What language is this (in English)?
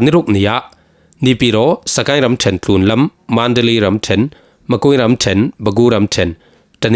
Falam Chin